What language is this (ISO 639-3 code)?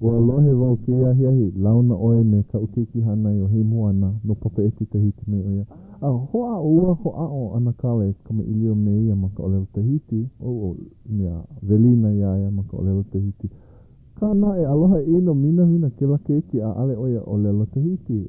haw